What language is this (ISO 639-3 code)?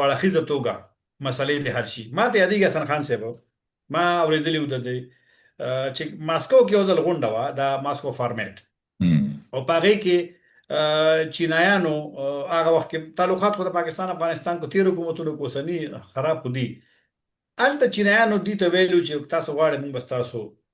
pus